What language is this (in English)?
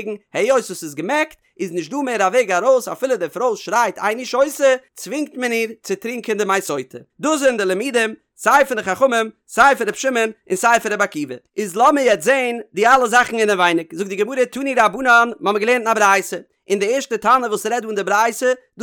Yiddish